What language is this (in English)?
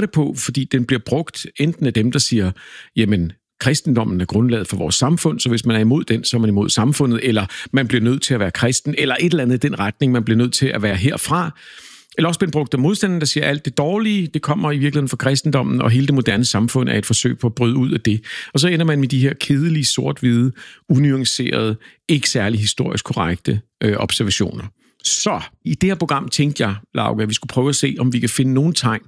Danish